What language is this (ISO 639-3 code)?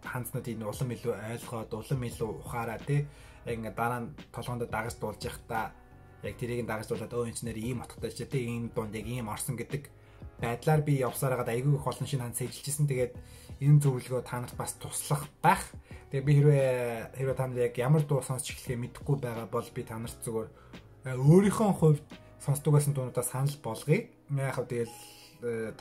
mon